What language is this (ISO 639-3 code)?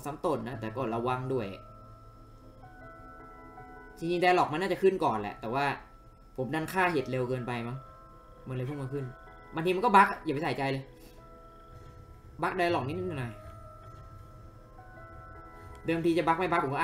tha